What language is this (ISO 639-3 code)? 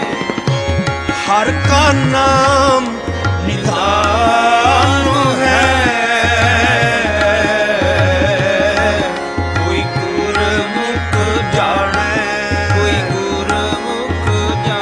pan